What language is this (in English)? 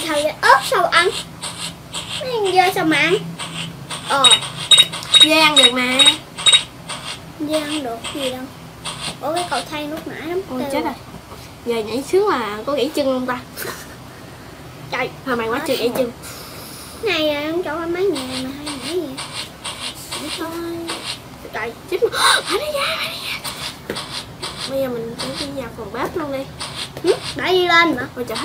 Vietnamese